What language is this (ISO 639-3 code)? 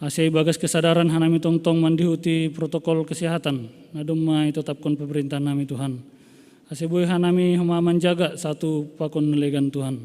bts